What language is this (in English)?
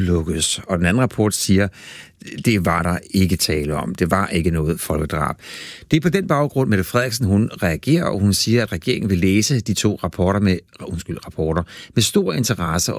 Danish